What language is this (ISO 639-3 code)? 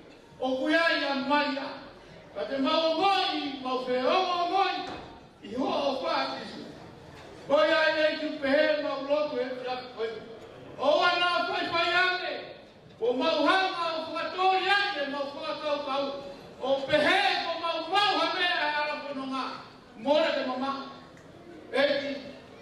ton